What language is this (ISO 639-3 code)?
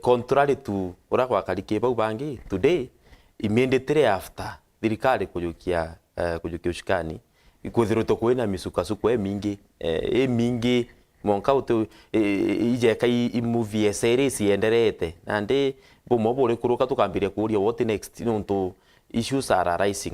mer